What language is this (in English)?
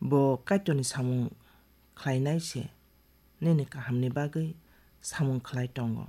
Kok Borok